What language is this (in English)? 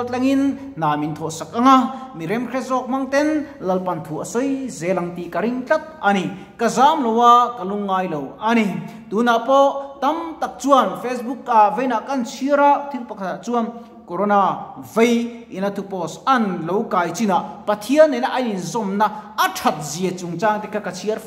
Mizo